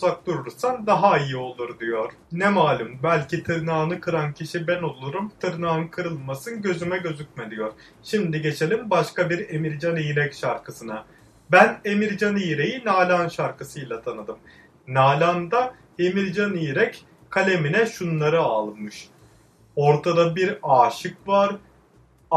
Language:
Turkish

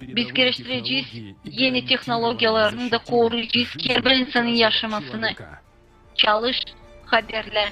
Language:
Gagauz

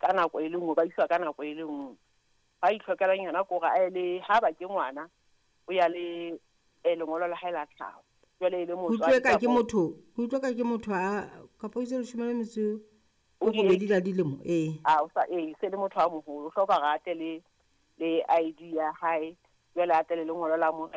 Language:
Southern Sotho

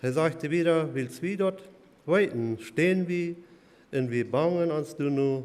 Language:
Plautdietsch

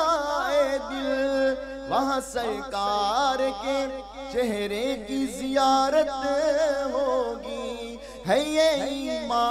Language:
Urdu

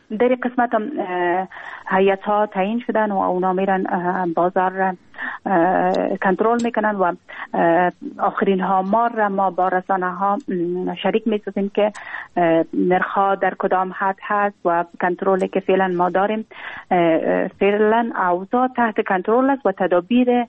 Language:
Persian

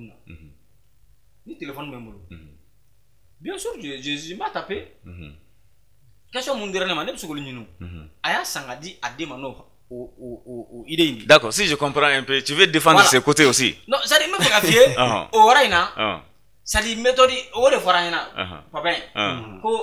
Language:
Bambara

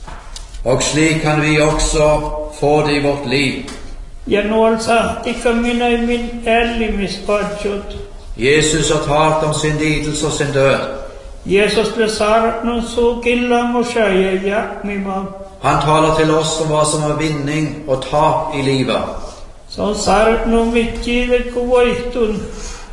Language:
Norwegian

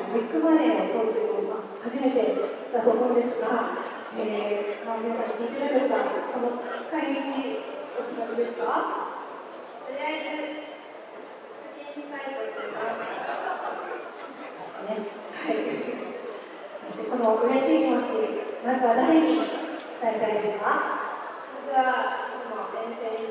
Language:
Japanese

